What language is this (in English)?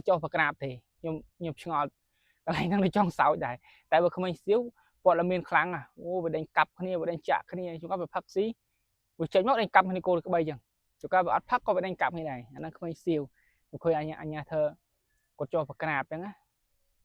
Khmer